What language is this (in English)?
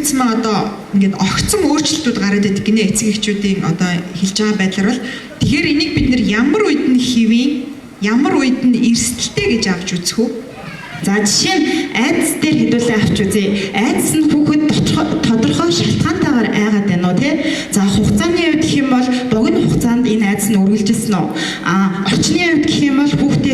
Mongolian